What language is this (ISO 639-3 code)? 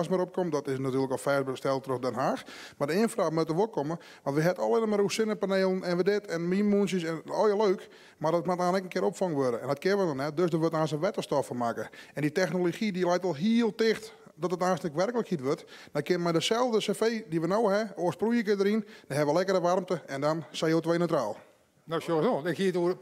fry